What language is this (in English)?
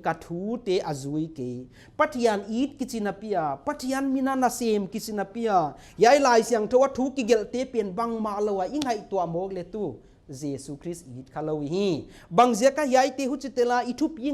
Paite Chin